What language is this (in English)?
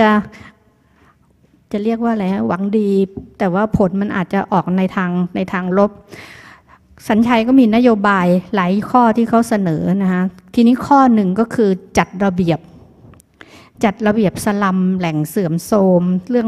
Thai